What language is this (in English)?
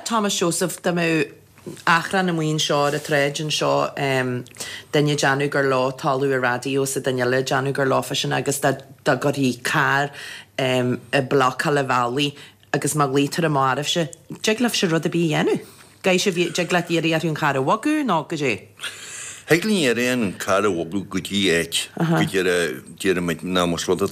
Irish